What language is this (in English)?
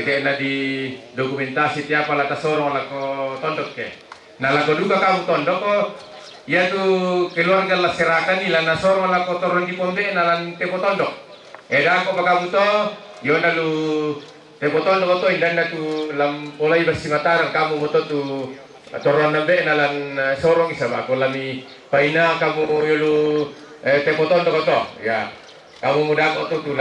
Toraja-Sa'dan